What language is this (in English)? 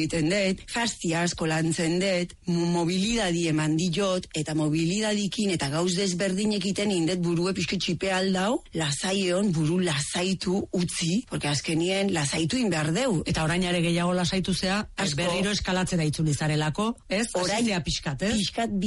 Basque